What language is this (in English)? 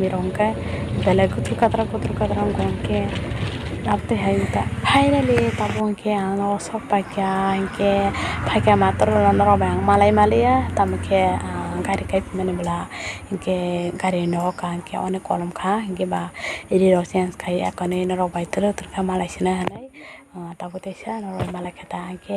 Kok Borok